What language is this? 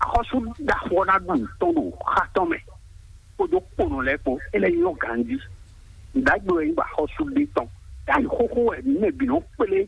Fon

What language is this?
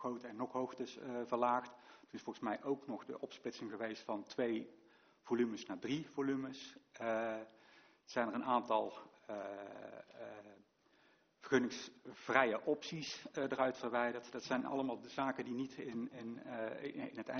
Dutch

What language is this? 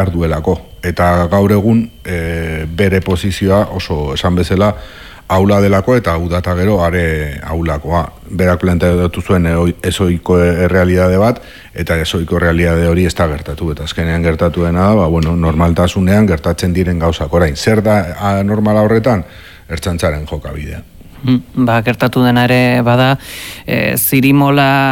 Basque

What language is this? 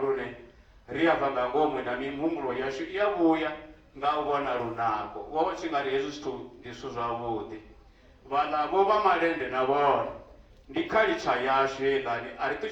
Venda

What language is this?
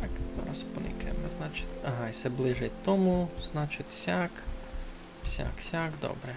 Rusyn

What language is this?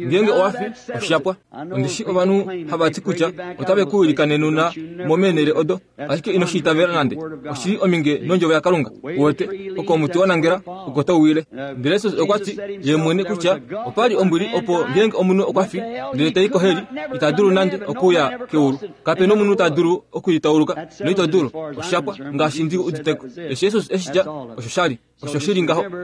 Kuanyama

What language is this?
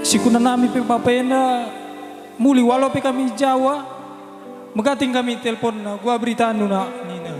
Batak Karo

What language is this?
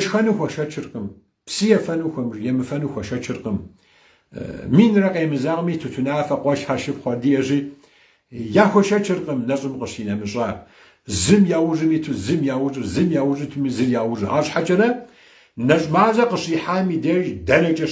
Kabardian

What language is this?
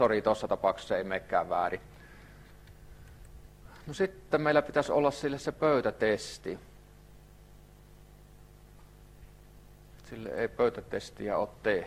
Finnish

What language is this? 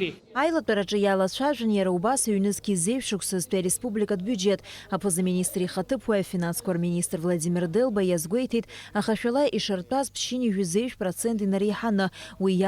Abkhazian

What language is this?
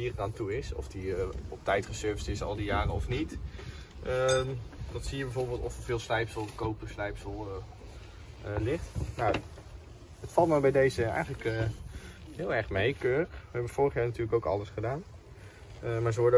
Dutch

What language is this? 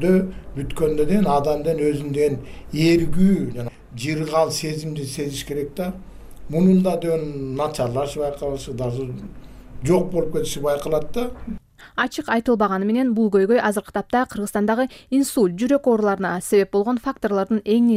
Kyrgyz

